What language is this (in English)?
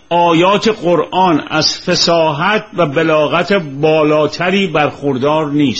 Persian